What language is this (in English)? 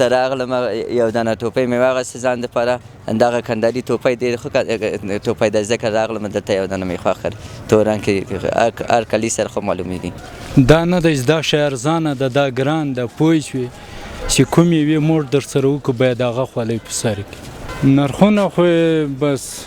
Pashto